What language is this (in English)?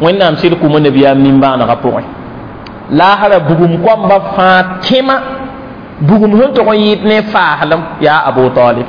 Mossi